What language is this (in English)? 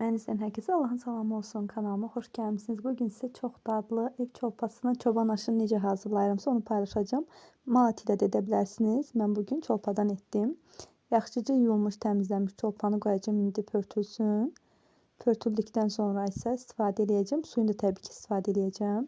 Azerbaijani